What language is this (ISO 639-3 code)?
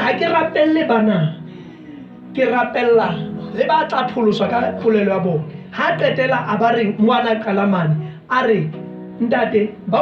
sot